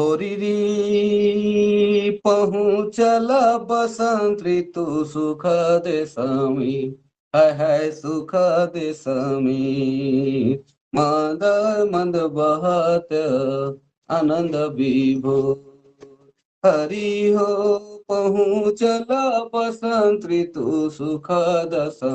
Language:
Sadri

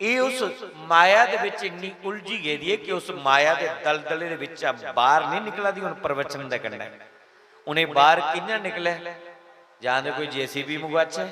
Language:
Dogri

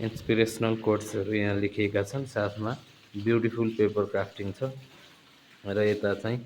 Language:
Nepali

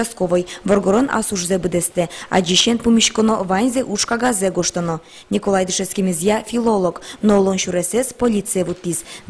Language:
Udmurt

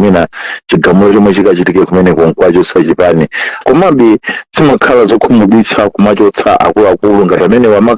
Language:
Nyanja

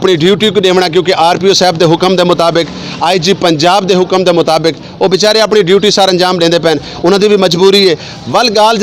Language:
Saraiki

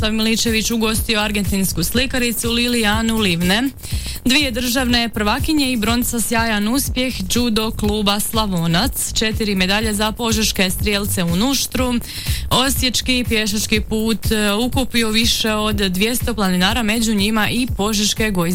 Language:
Croatian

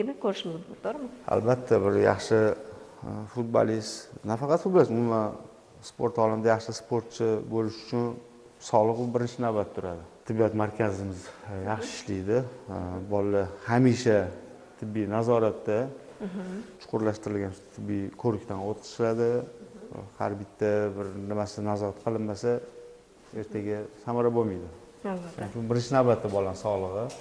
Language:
Uzbek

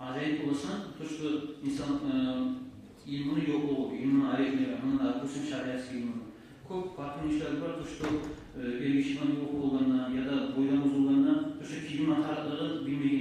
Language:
Kumyk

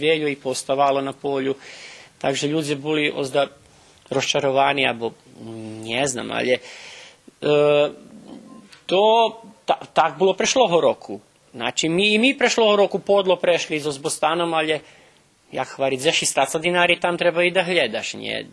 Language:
Rusyn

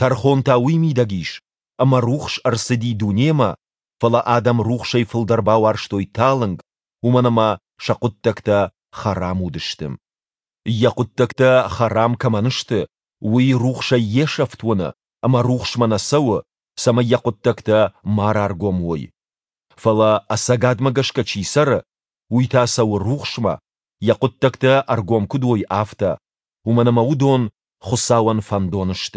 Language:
Ossetic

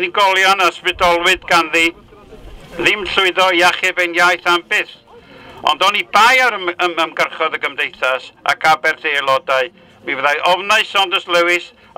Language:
Welsh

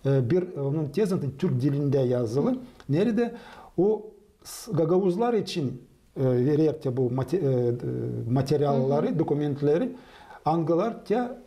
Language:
Gagauz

